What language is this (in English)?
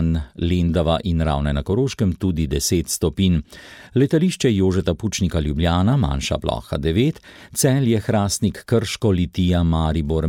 Slovenian